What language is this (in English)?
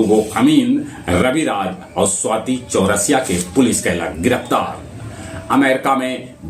Magahi